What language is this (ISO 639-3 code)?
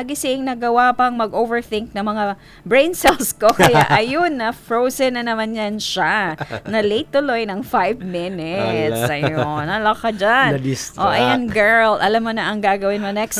fil